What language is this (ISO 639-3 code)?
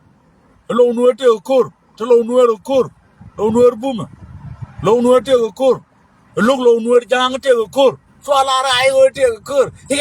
nus